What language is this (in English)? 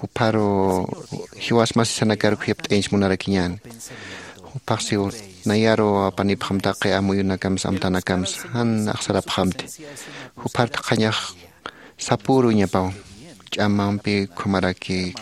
Aymara